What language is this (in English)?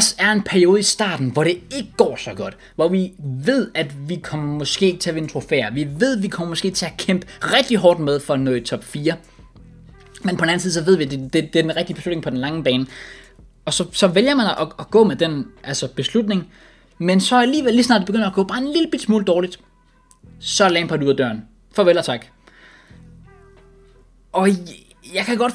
Danish